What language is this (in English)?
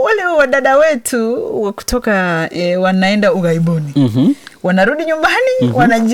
Swahili